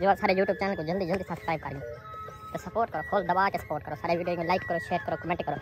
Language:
Saraiki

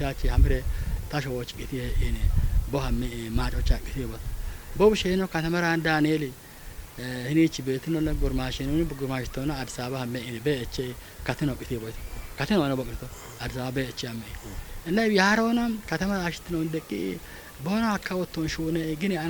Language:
Kafa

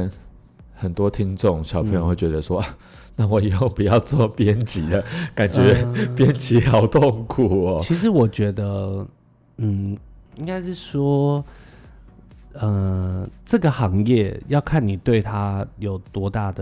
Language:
Chinese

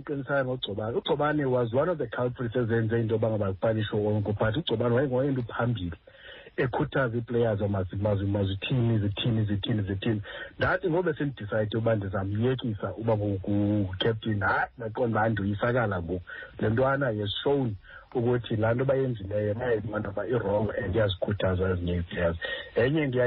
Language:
Xhosa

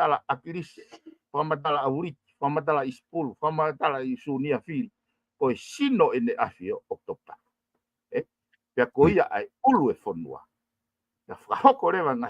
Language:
Tongan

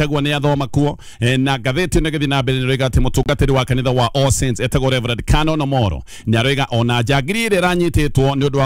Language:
Kikuyu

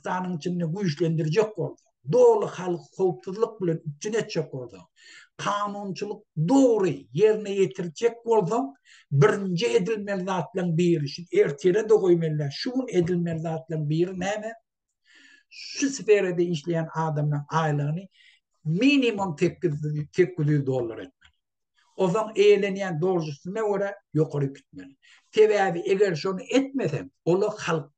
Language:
Turkmen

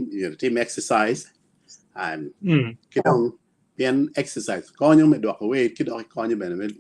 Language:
Acoli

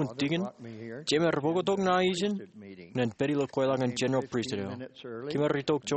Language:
Marshallese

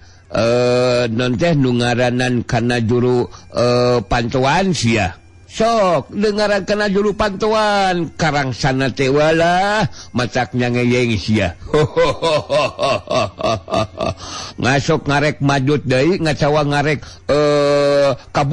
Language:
Sundanese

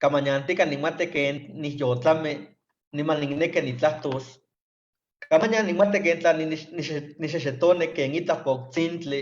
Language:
Eastern Huasteca Nahuatl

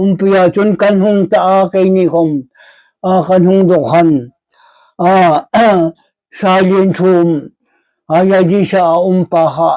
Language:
Hmar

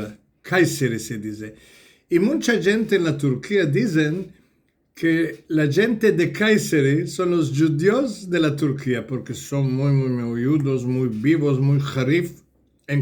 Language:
Ladino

